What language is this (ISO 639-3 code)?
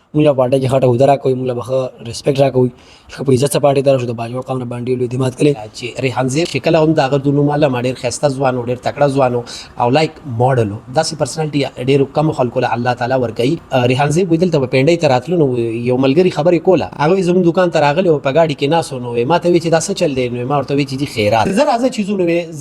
pus